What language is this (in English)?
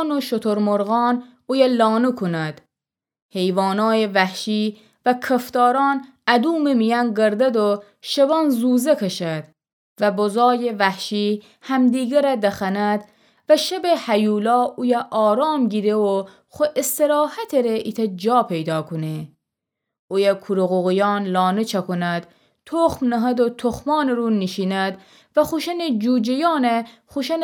Gilaki